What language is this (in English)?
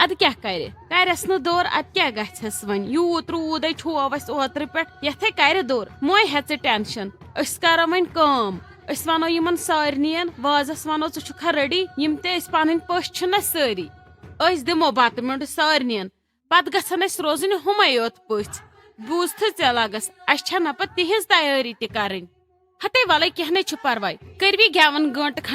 Kashmiri